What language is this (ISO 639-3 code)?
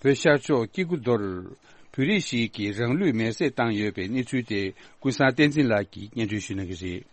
bod